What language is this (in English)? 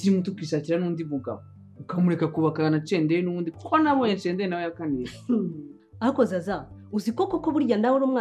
Kinyarwanda